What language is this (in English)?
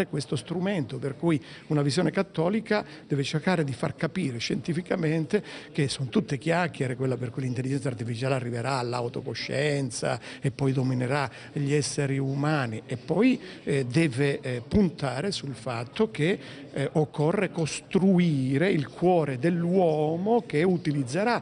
Italian